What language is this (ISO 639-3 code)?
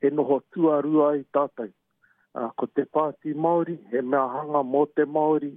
mri